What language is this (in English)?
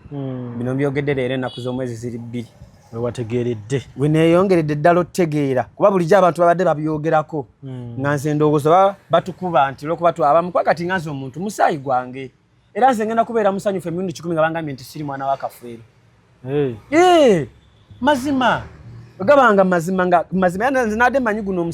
Ganda